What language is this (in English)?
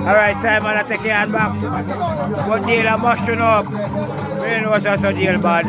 Jamaican Creole English